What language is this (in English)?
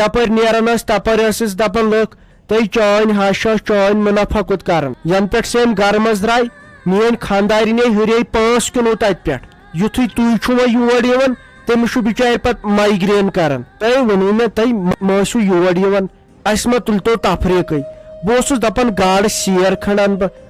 Kashmiri